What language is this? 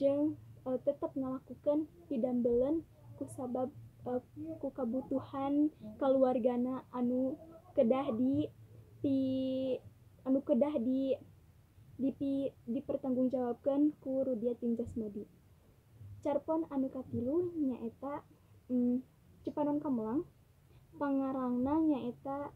Sundanese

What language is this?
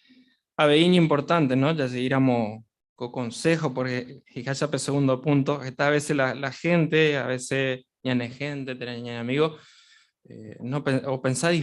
Guarani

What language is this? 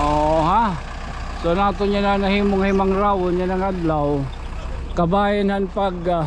Waray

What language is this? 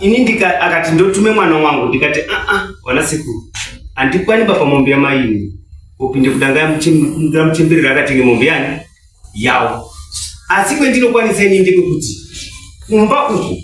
Shona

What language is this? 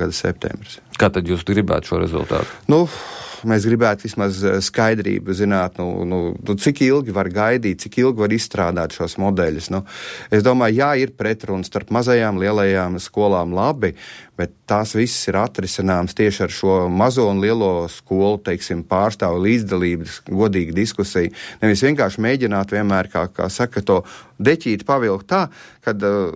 Latvian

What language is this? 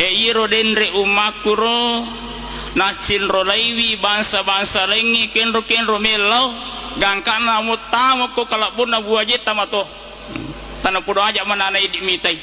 Buginese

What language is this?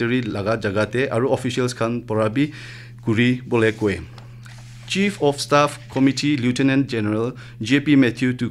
Naga Pidgin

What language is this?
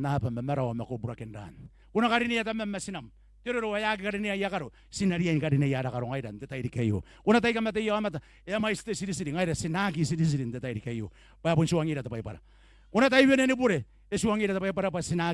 Gilbertese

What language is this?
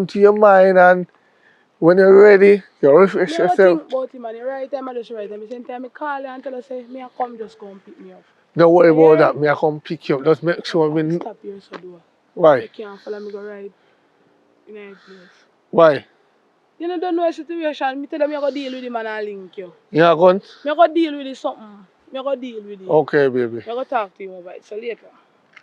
Jamaican Creole English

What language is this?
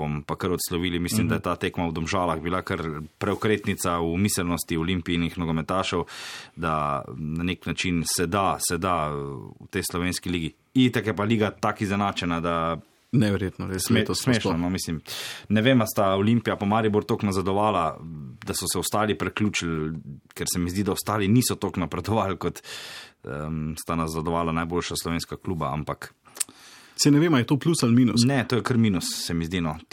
Slovenian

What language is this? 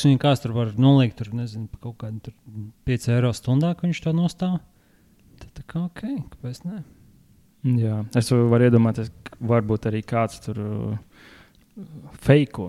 Latvian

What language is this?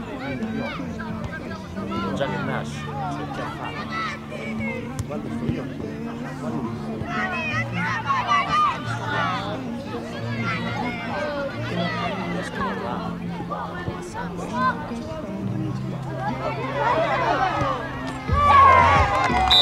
Italian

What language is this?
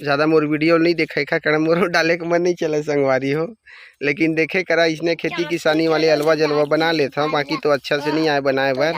Chhattisgarhi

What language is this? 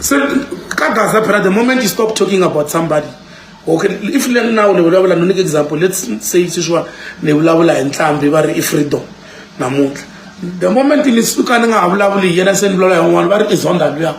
Tsonga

